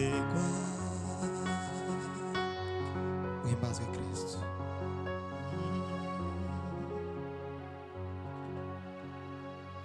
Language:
Kinyarwanda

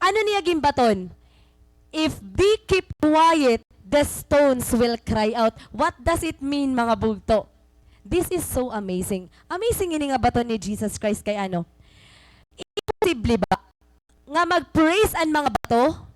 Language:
Waray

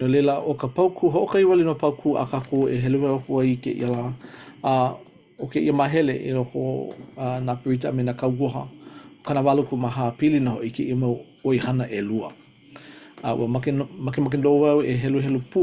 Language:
Hawaiian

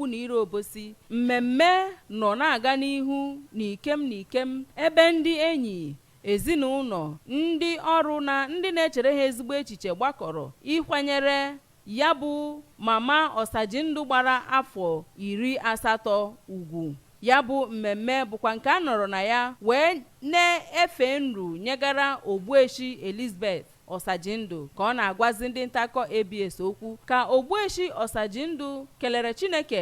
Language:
Igbo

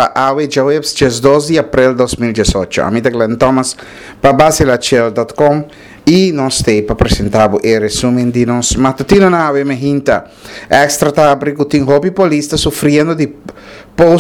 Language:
Papiamento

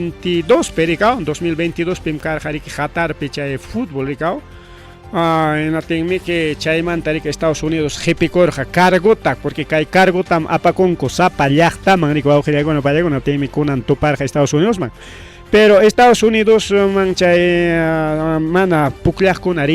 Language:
Ayacucho Quechua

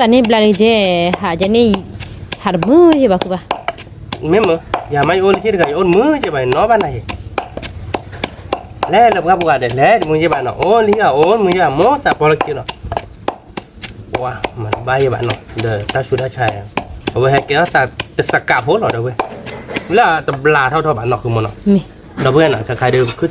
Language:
S'gaw Karen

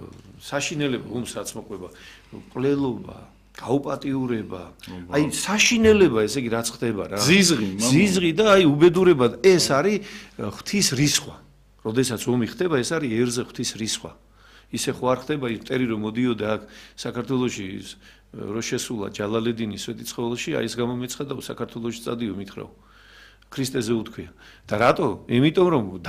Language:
Georgian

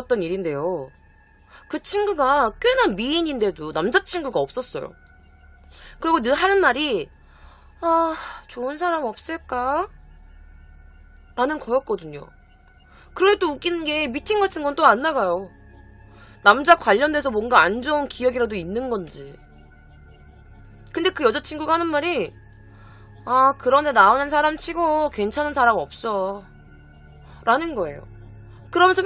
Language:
Korean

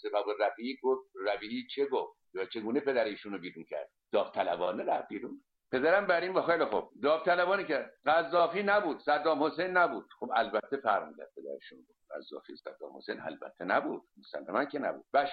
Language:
Persian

